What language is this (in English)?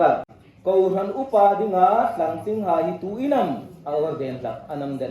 Hmar